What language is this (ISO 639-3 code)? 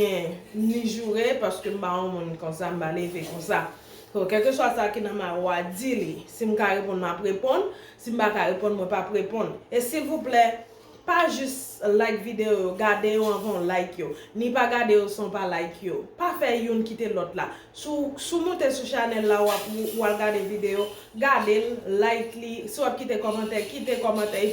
hat